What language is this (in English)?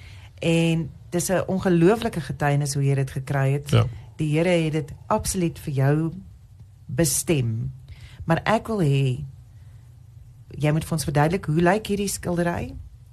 Afrikaans